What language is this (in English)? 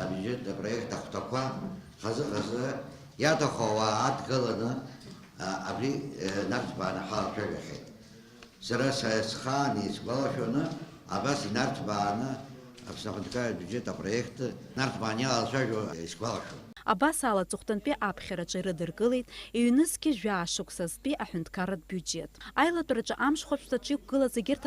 Abkhazian